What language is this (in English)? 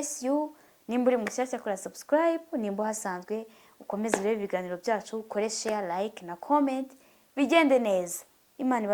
Kinyarwanda